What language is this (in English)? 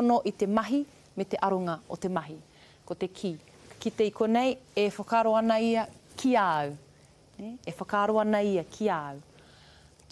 Māori